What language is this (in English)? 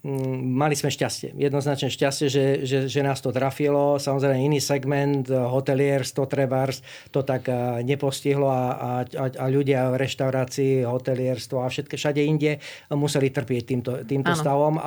Slovak